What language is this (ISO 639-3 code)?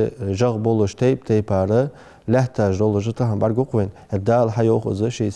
inh